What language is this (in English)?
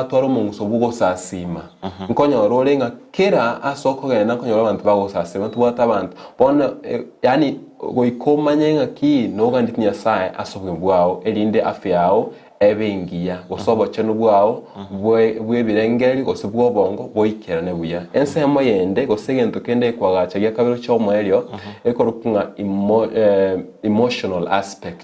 Gusii